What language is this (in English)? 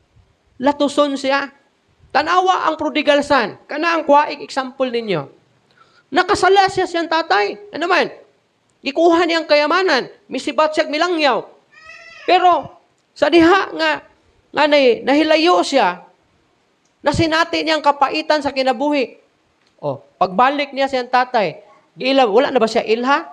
Cebuano